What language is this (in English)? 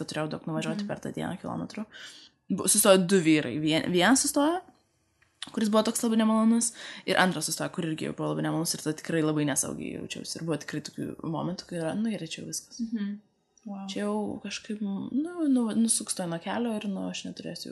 Lithuanian